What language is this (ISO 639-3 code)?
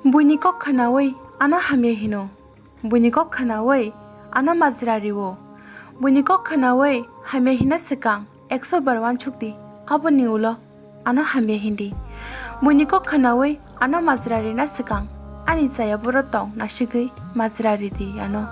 trp